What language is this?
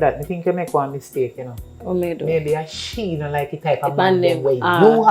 Jamaican Creole English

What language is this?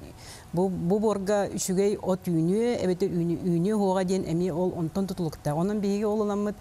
Yakut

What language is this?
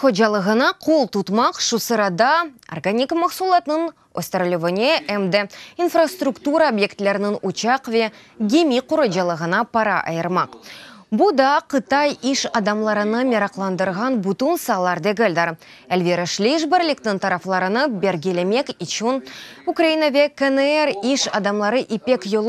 Crimean Tatar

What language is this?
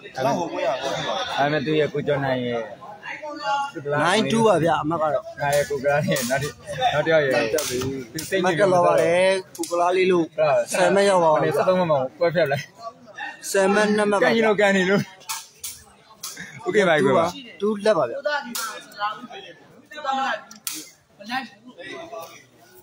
Burmese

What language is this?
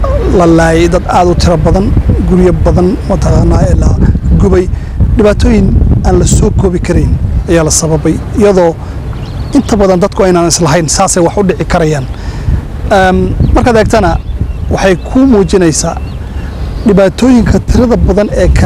Somali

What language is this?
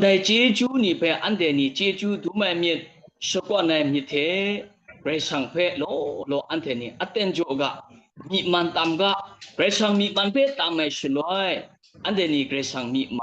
Kachin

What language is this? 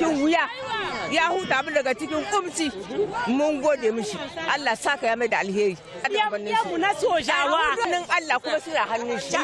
Hausa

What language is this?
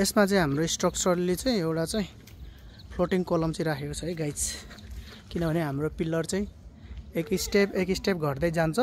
Nepali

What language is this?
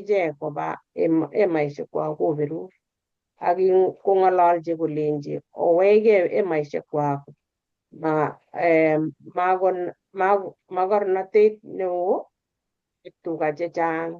Kalenjin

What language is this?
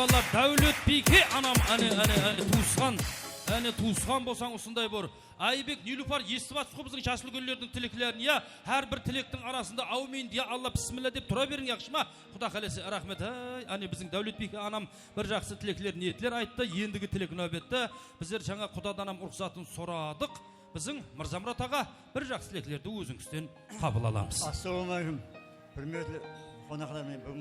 Kara-Kalpak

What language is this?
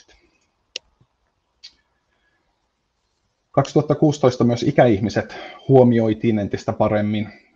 Finnish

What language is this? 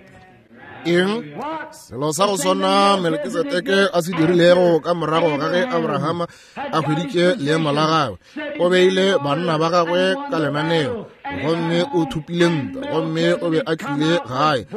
Northern Sotho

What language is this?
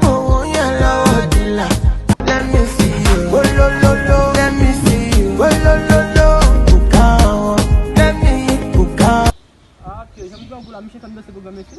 Haitian Creole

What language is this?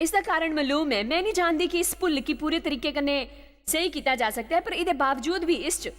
Dogri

